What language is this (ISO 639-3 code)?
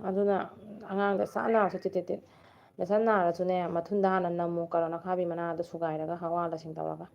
mni